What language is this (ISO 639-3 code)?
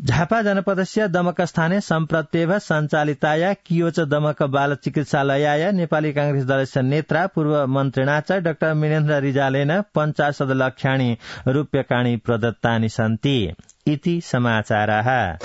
san